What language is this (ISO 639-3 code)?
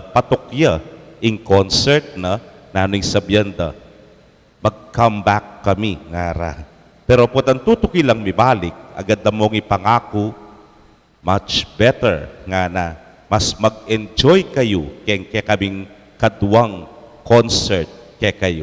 pam